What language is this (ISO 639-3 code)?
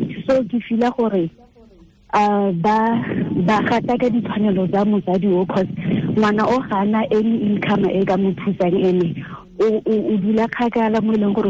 tsn